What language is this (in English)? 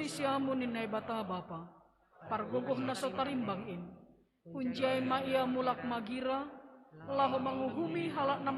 Batak Simalungun